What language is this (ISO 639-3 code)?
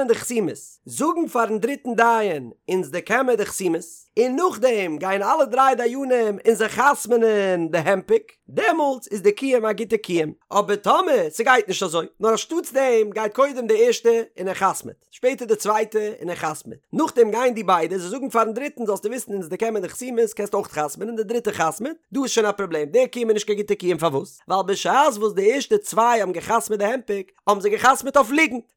yid